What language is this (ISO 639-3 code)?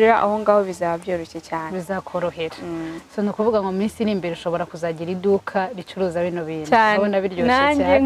kin